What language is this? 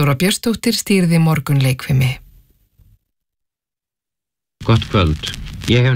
Icelandic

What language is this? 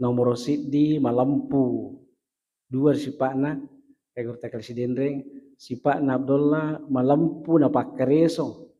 Buginese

